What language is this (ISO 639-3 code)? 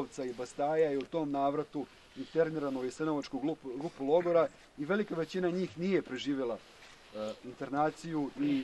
hrv